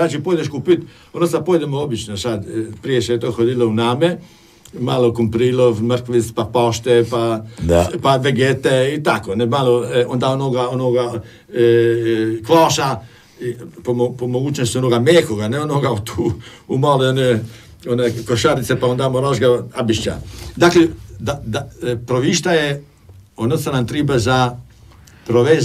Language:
Croatian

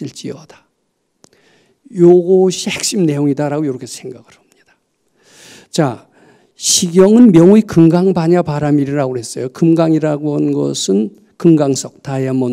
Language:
Korean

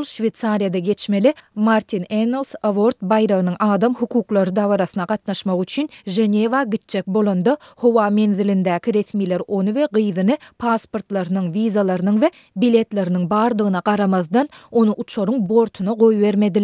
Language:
Turkmen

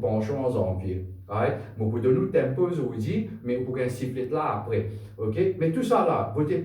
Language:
Morisyen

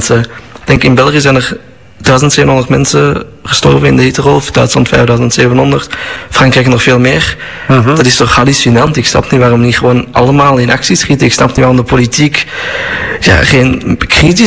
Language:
Dutch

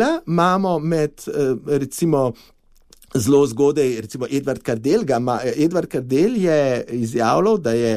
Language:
Slovenian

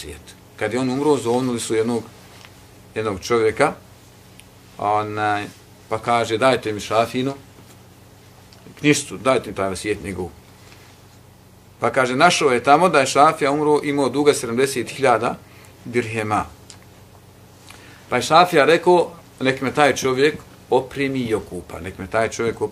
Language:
Bosnian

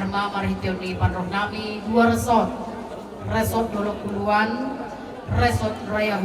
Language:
Batak Simalungun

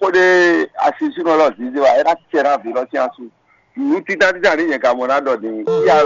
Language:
Fon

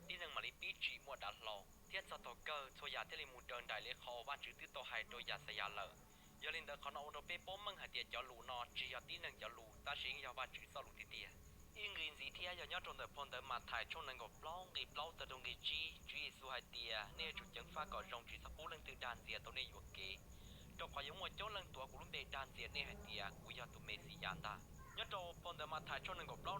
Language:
Hmong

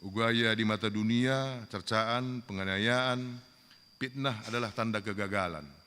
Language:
Batak Karo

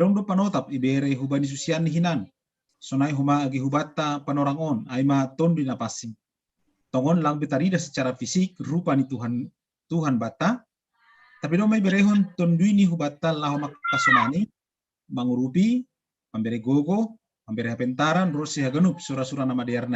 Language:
Batak Simalungun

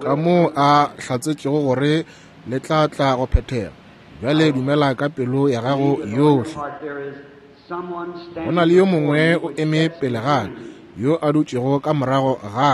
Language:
Northern Sotho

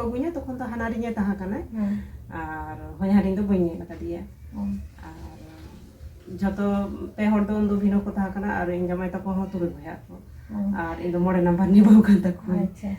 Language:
Santali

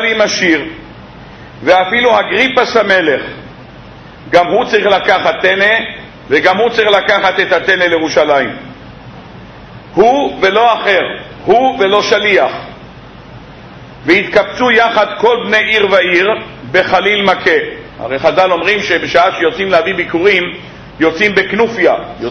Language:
Hebrew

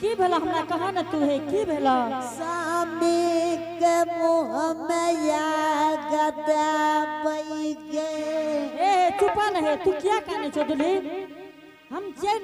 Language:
Angika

